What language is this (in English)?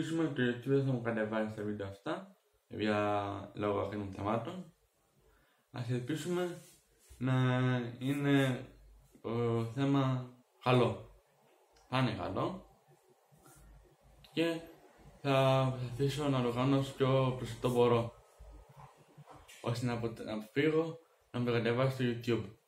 Greek